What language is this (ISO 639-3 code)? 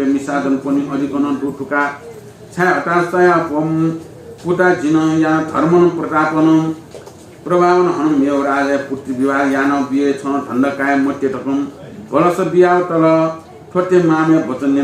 new